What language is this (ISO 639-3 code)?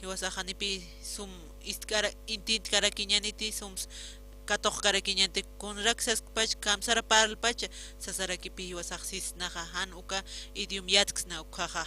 aym